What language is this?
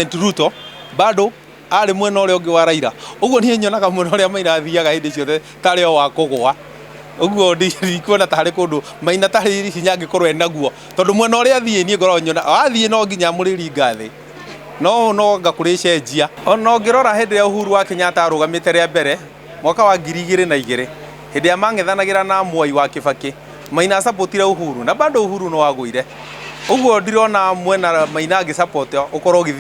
Kikuyu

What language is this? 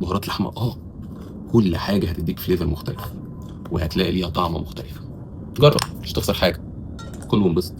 Egyptian Arabic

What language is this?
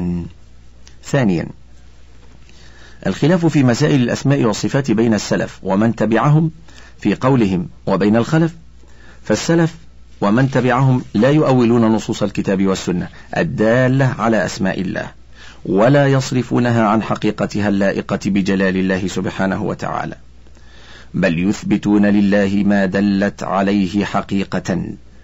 Arabic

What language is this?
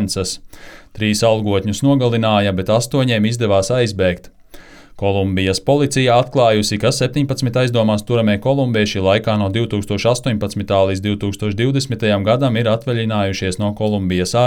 Latvian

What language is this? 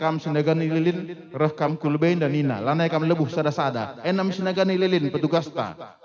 Batak Karo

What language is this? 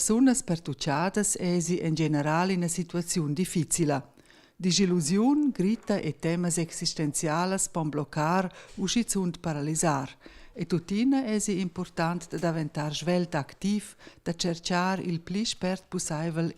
Romansh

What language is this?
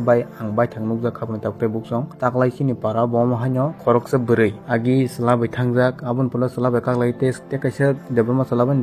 Kok Borok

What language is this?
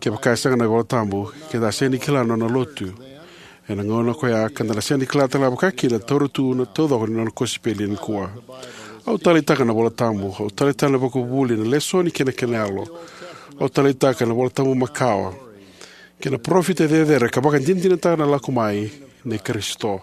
Fijian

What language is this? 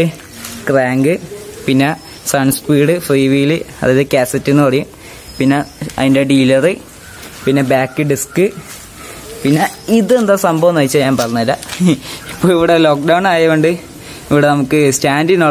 Malayalam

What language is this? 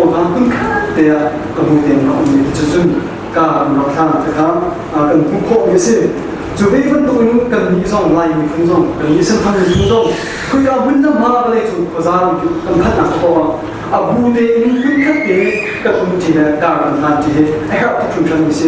Hakha Chin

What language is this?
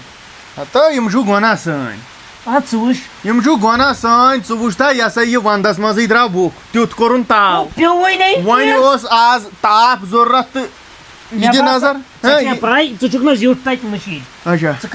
Kashmiri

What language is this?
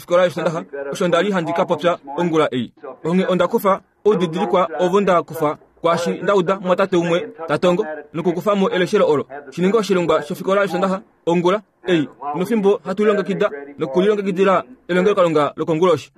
Kuanyama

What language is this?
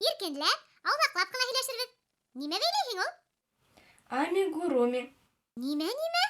Bashkir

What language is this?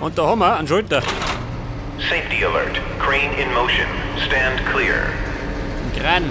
Bavarian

